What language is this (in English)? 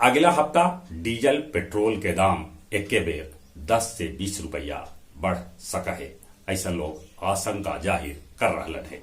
Magahi